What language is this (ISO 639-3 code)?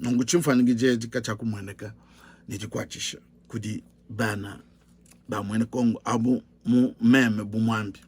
lua